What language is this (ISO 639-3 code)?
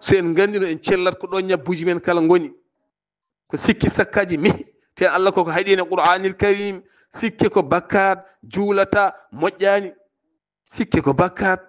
ful